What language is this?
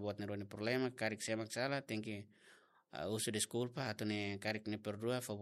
Tetum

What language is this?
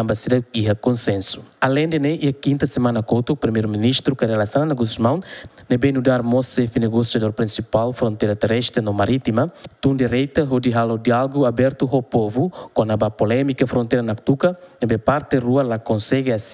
Tetum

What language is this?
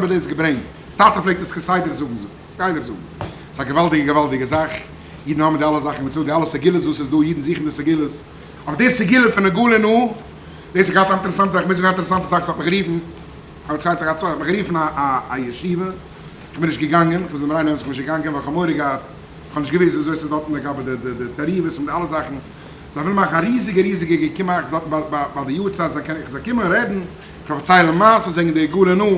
Yiddish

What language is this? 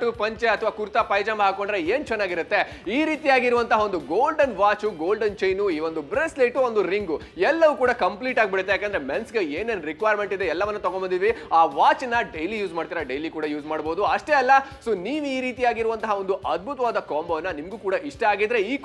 Kannada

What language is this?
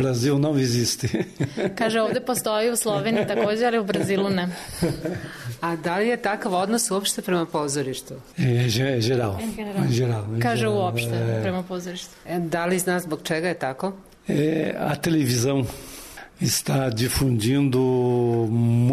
Serbian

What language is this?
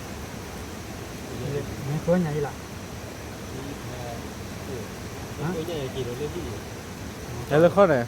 S'gaw Karen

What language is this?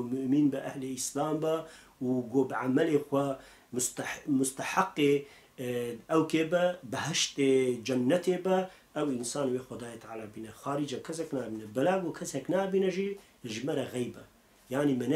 Kurdish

